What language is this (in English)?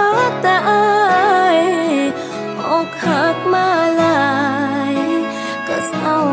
Thai